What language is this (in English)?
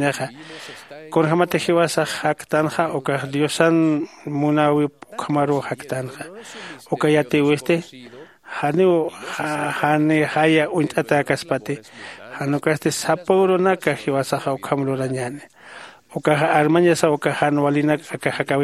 Aymara